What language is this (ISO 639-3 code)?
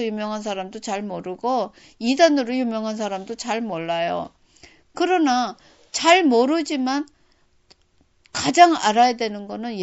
kor